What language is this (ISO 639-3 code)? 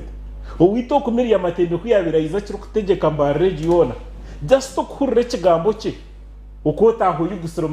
nyn